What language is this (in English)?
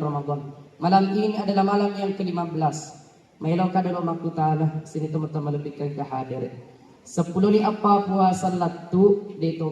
Buginese